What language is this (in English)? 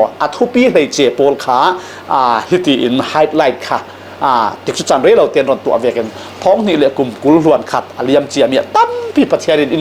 Falam Chin